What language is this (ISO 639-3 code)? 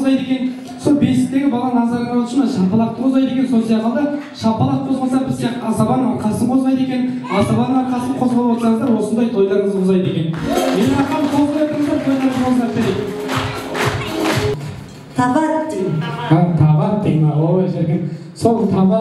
kaz